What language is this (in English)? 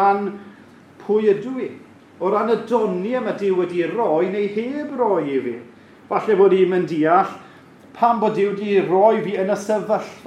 Welsh